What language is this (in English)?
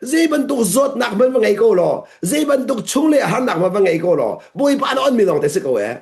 Hakha Chin